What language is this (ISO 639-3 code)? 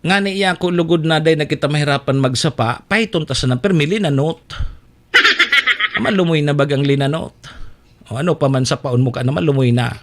bik